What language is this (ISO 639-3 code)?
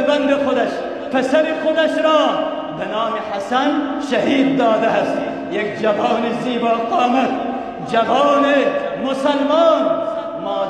fas